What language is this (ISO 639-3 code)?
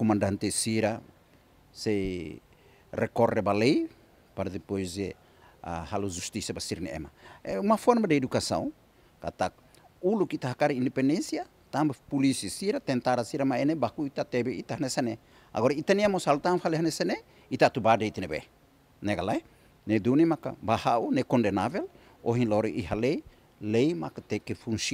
tet